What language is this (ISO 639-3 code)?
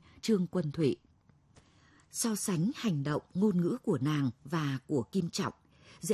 vie